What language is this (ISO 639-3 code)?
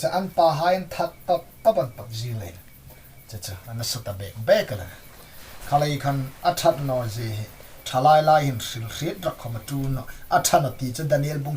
hmr